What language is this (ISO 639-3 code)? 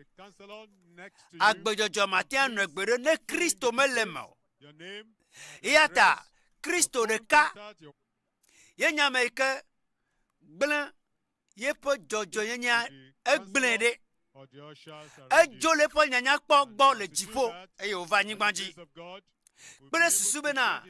ewe